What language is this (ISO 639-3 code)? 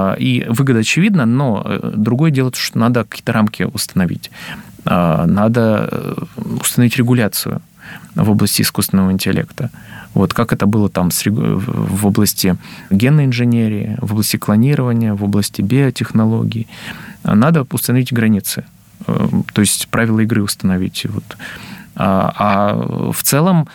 rus